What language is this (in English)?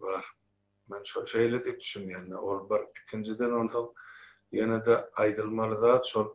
Turkmen